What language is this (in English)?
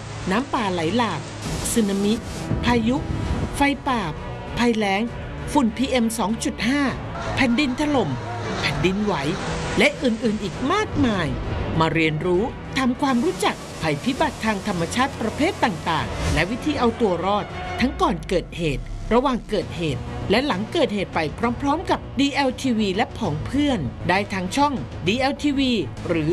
Thai